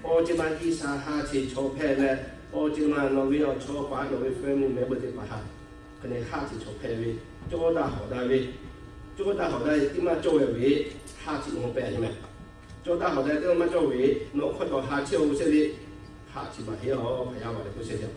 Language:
Lahu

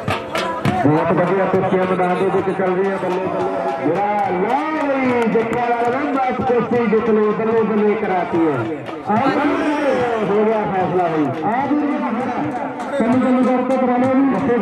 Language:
Punjabi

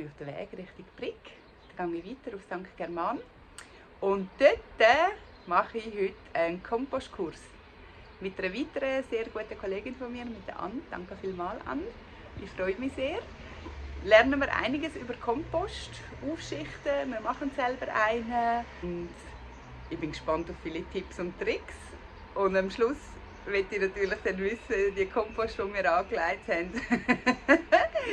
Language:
Swiss German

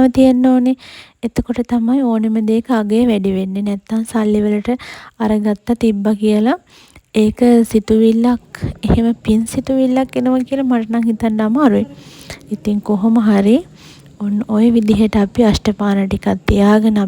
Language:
Sinhala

